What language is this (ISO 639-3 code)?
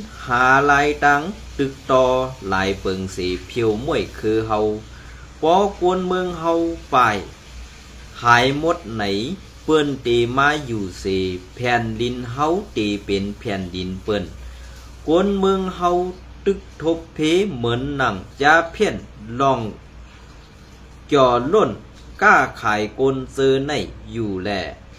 shn